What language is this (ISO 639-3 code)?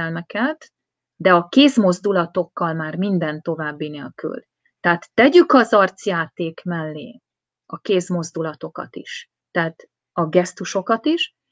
hun